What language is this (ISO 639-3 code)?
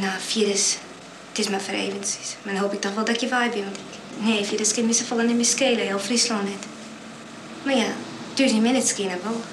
fry